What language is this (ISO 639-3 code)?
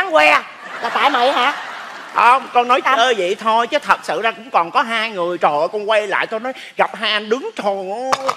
vie